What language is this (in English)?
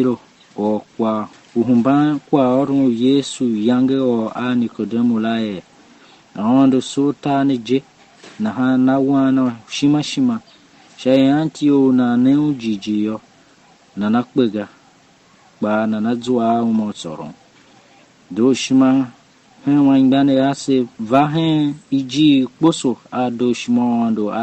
Tiv